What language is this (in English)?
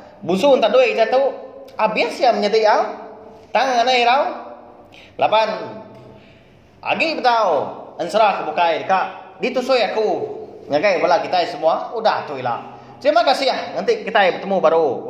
Iban